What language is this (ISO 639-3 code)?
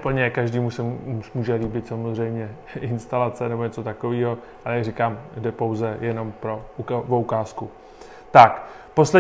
ces